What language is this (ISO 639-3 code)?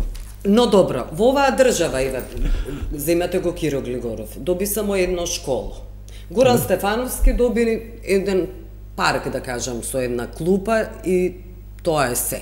mkd